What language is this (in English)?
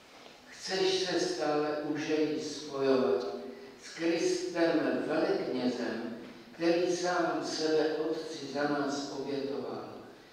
Czech